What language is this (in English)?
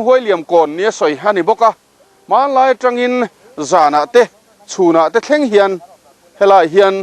Mizo